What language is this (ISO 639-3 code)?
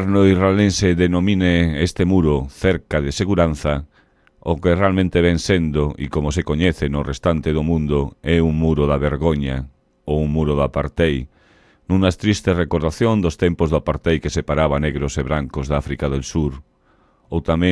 glg